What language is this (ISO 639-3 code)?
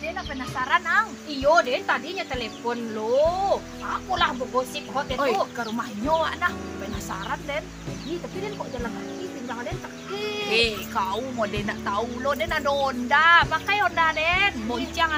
min